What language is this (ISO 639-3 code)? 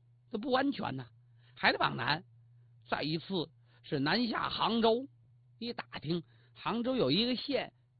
zho